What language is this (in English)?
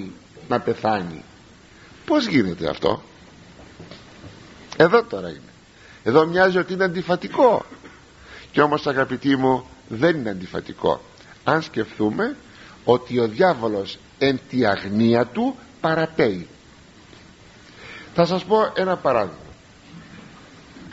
Greek